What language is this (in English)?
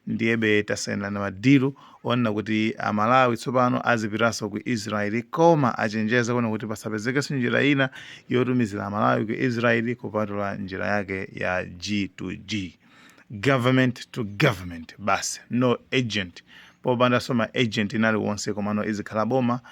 Nyanja